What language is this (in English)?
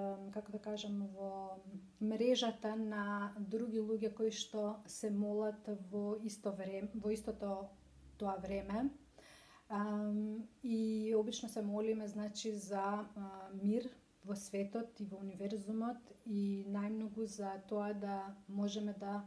Macedonian